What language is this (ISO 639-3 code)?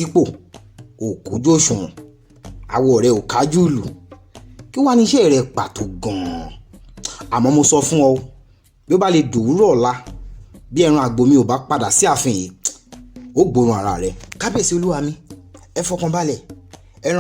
yor